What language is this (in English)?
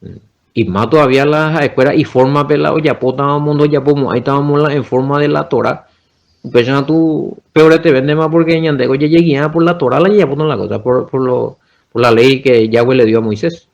Guarani